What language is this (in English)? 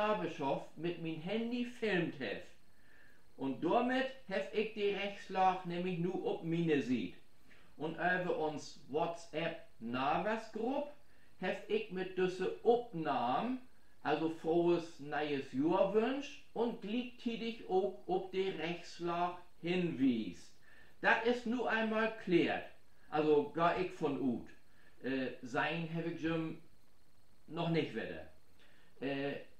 Low German